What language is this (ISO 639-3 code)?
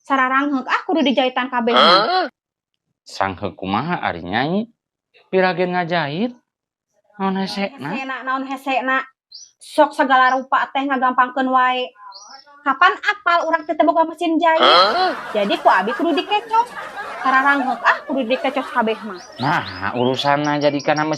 sun